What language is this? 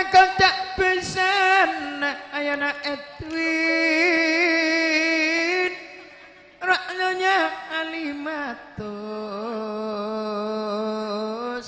Madurese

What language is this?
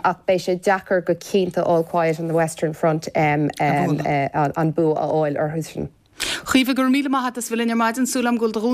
Irish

